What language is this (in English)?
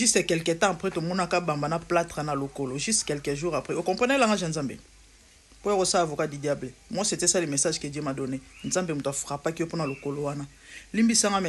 Lingala